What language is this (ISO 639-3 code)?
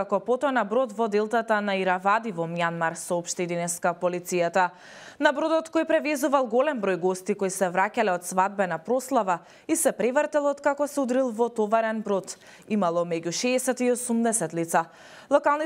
mkd